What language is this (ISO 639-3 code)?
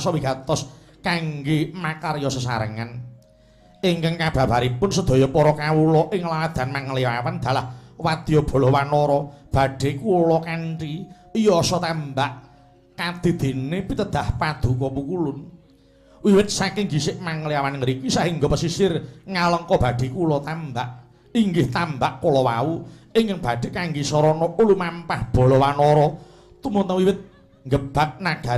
jav